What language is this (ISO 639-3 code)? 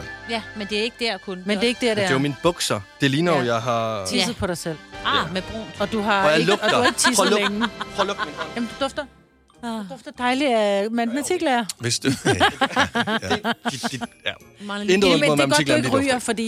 dan